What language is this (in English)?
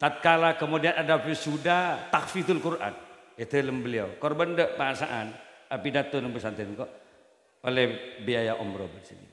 Madurese